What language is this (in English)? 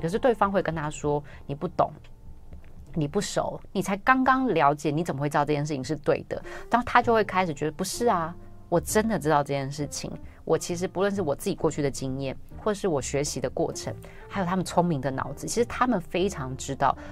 Chinese